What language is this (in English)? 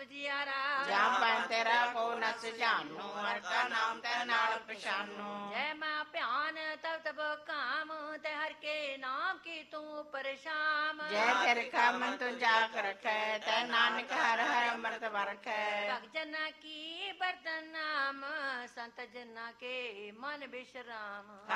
Punjabi